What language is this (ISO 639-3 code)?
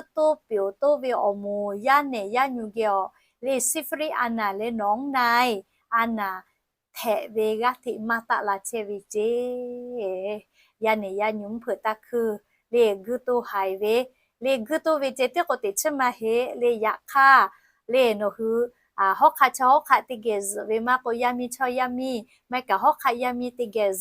lhu